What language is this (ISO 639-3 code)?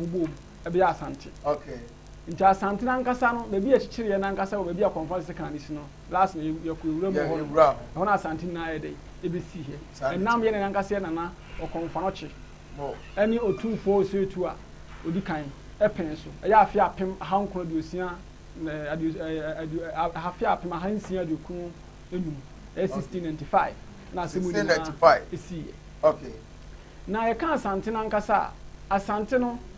aka